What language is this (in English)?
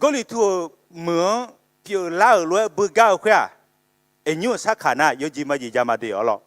Akha